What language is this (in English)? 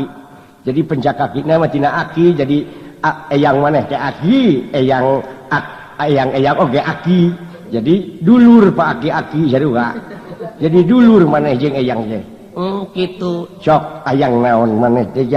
Sundanese